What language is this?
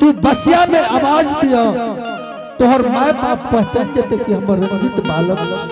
Angika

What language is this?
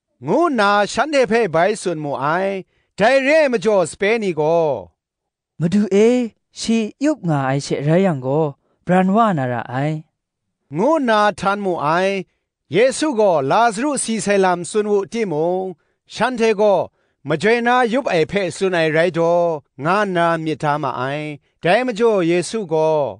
Kachin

